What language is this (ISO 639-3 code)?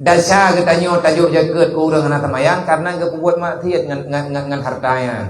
ace